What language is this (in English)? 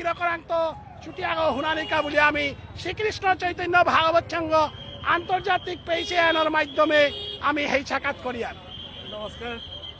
Bishnupriya